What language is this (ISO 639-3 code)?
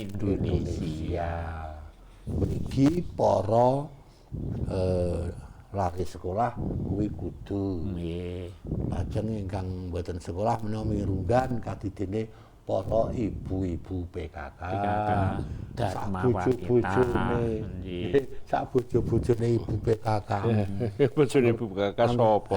jav